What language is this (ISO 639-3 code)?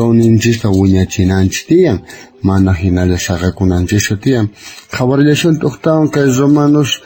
quh